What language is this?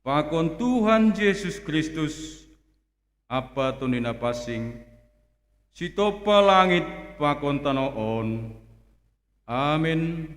Batak Simalungun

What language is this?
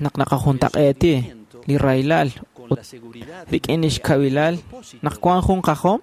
Kekchí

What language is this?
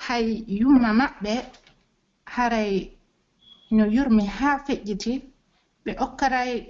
Pular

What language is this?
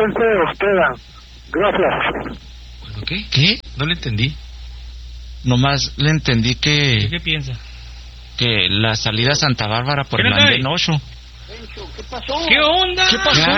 Spanish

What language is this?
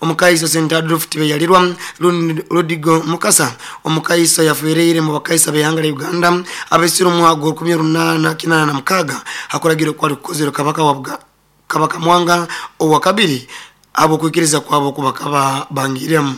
Nyoro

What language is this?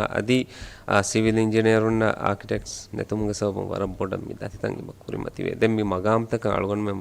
Divehi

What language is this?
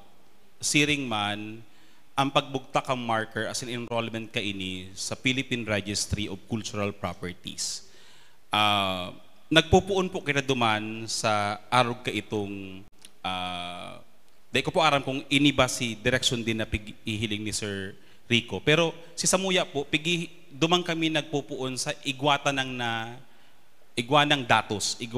Bikol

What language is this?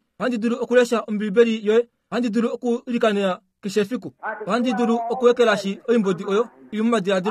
Kuanyama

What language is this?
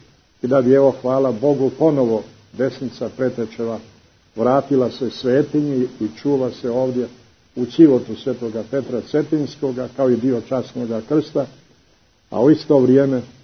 Serbian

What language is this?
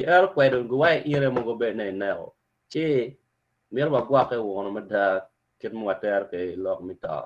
Acoli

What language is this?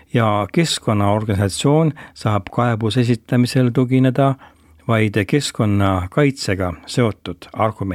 Estonian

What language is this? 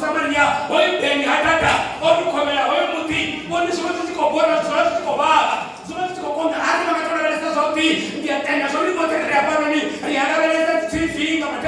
Venda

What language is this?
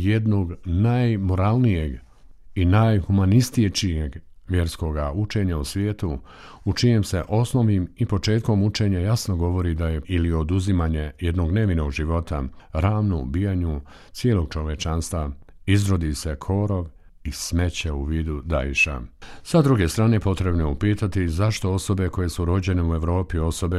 Bosnian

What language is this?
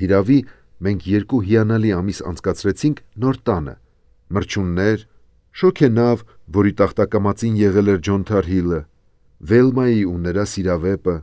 Armenian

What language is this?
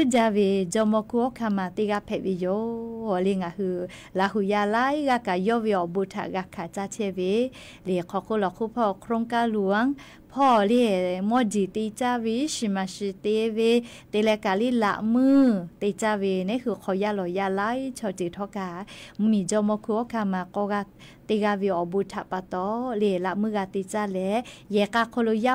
Lahu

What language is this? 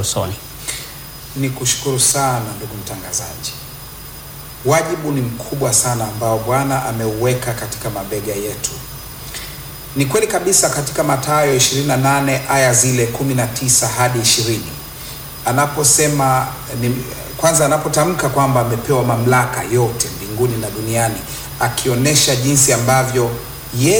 Swahili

